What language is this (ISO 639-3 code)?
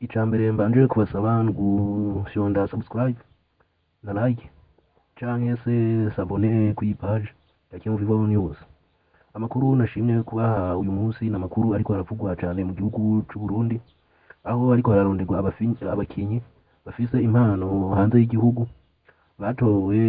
run